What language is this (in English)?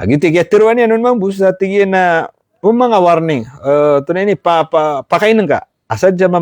Maranao